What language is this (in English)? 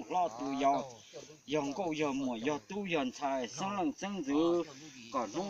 Hmong